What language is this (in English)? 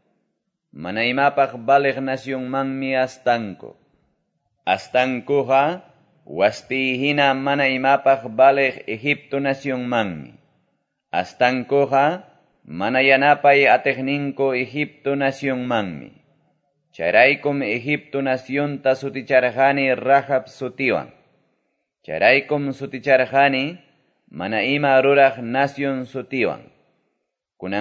Quechua